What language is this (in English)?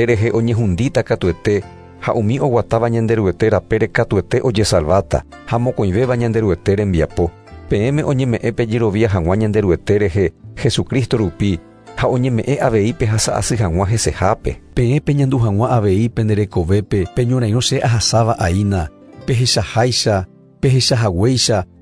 Guarani